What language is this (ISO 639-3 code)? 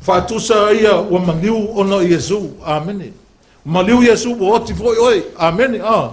smo